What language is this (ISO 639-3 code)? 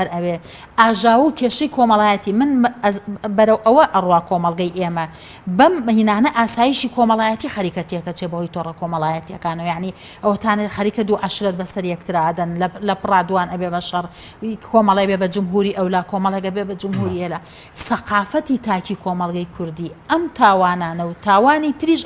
ckb